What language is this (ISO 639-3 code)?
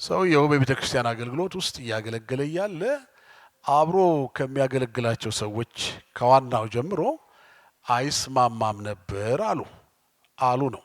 amh